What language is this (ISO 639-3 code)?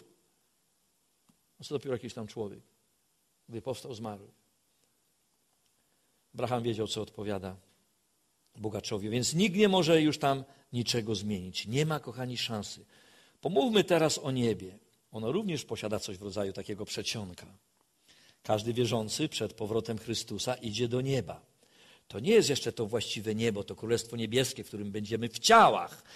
pol